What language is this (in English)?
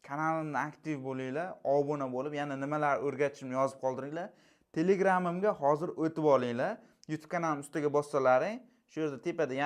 Uzbek